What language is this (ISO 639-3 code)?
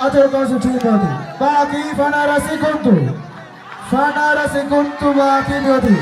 div